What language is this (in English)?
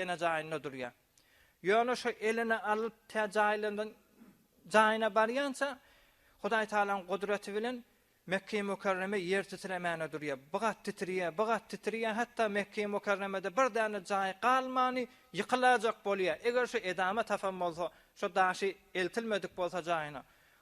Turkmen